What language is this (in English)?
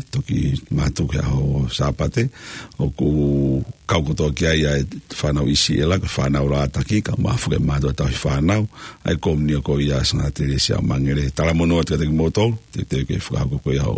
Tongan